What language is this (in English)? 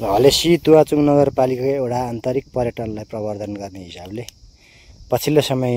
Nepali